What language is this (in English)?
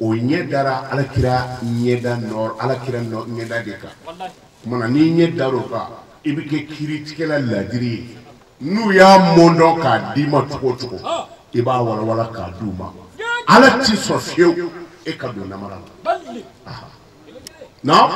Bambara